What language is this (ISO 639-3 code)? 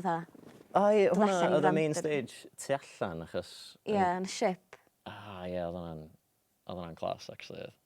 cym